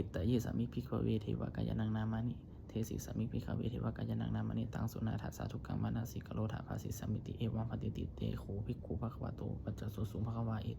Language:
Pali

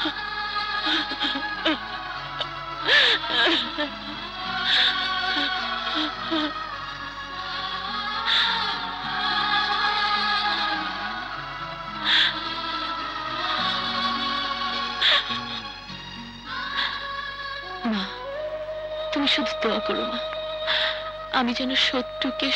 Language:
Bangla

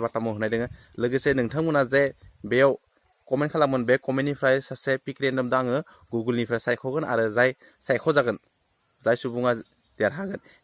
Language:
Bodo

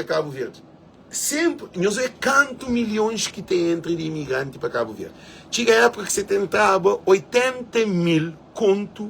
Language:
Kabuverdianu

